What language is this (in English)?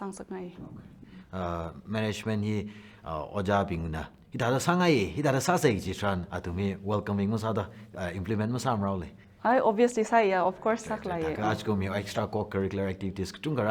Tangkhul Naga (India)